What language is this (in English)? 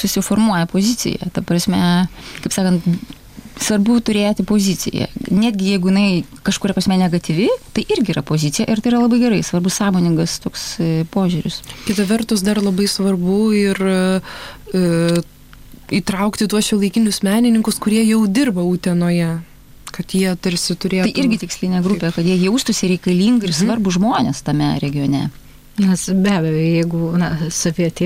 Lithuanian